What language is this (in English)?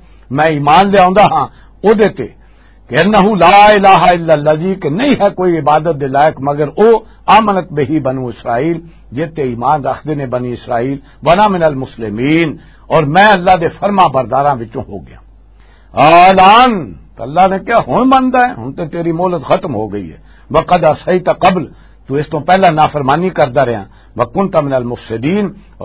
Western Panjabi